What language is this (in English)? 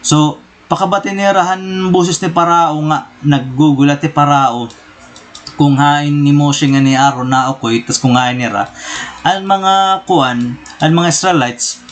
Waray